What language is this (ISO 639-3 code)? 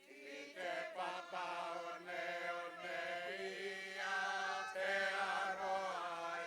mri